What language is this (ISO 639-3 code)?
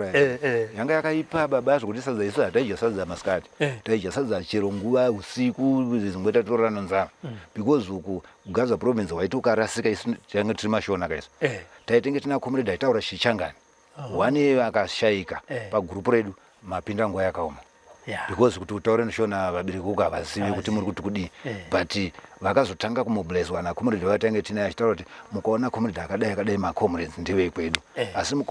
sna